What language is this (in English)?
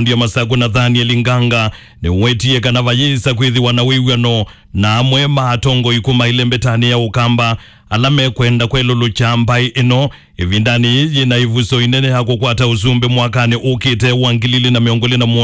Kamba